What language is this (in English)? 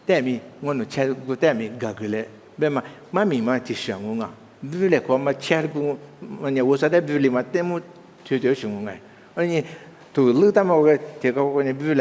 Lisu